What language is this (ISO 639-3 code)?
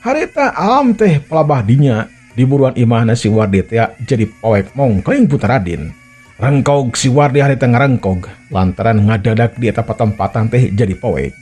sun